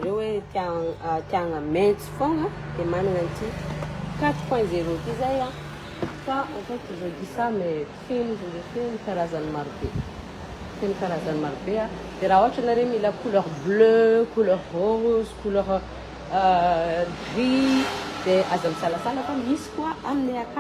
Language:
Malagasy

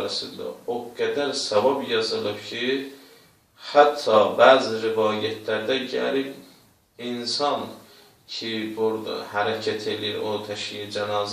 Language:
Azerbaijani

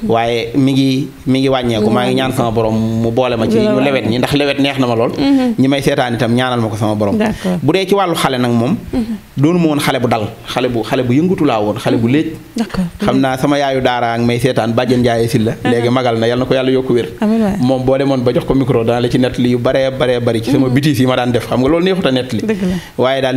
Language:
Wolof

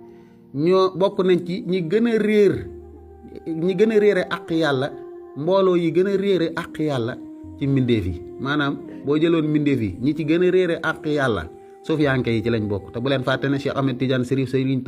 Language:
Wolof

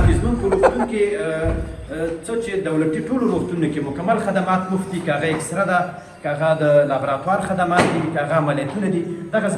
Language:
Pashto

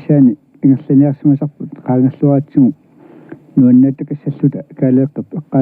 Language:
Kalaallisut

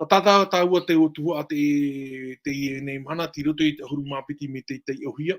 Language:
Tahitian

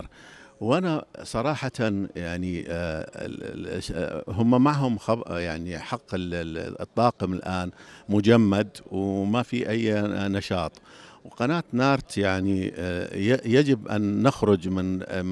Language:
North Levantine Arabic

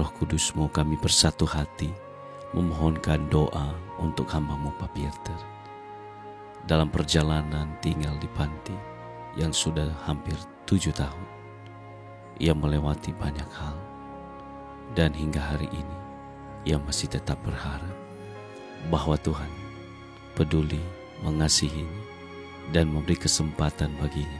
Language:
Indonesian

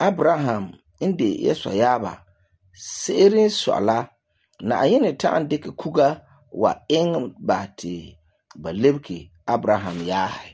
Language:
Frafra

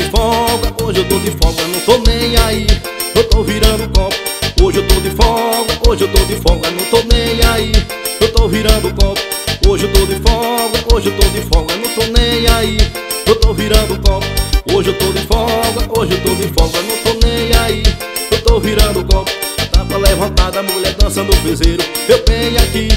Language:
Portuguese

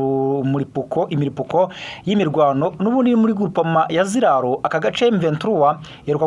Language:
Kinyarwanda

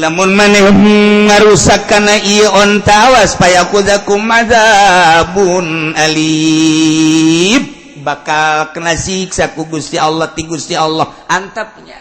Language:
Sundanese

